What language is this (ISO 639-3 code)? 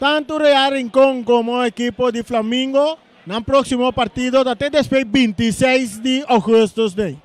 pap